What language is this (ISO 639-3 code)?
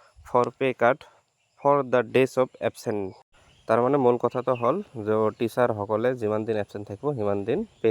asm